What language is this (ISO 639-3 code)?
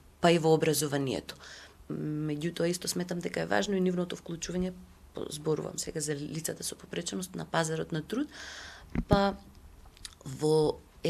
mkd